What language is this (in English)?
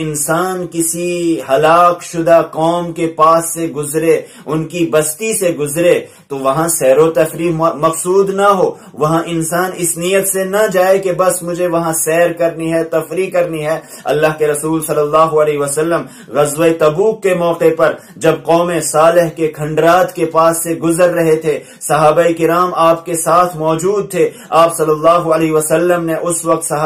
Urdu